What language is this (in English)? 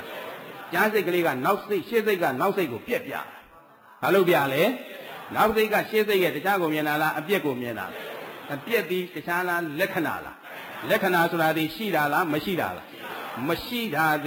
Burmese